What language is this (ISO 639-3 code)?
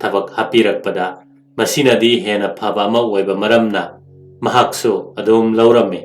mni